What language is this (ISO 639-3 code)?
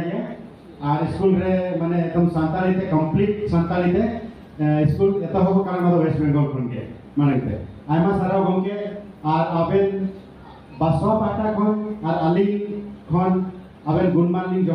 sat